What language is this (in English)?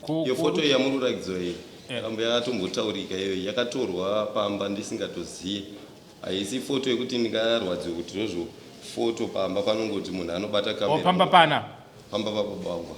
Shona